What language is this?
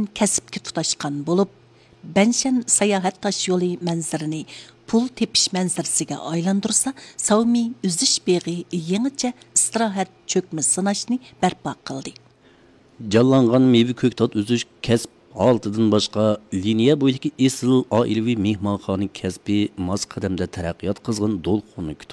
Uyghur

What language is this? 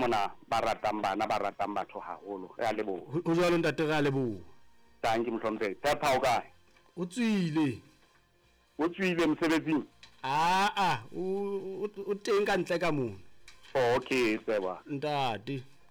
Southern Sotho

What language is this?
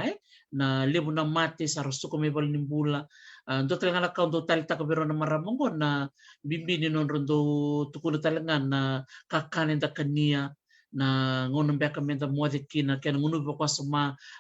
Fijian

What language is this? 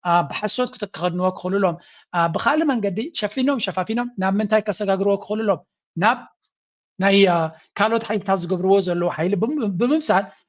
Tigrinya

